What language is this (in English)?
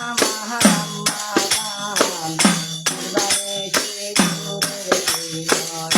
Sylheti